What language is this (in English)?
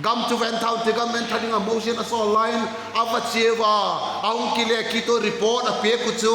Vaiphei